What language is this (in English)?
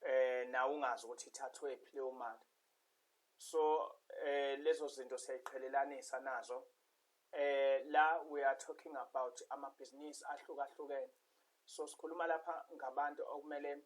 Zulu